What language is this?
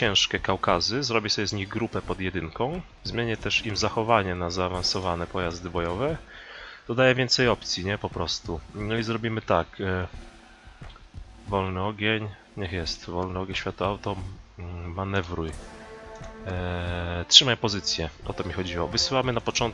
Polish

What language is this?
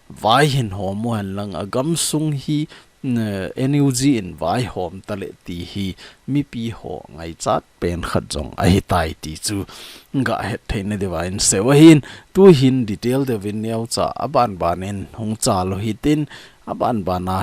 Thado Chin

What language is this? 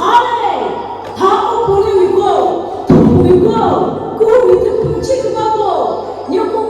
Chokri Naga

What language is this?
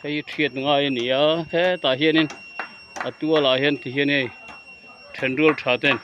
Mizo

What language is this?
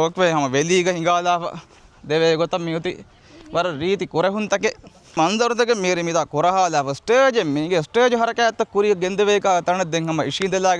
Divehi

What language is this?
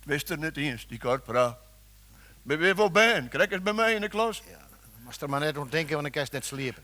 Western Frisian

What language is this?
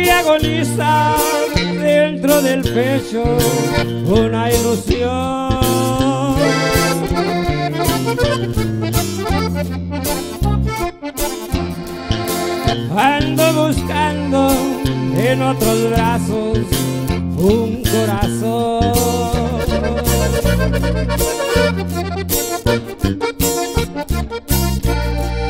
Spanish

